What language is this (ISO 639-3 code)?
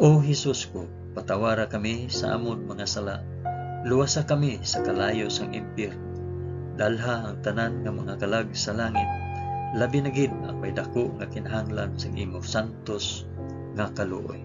hil